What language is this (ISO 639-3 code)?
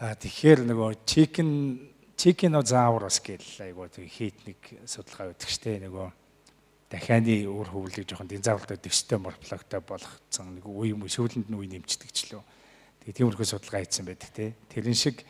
mon